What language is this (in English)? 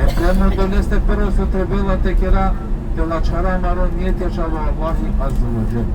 Balkan Romani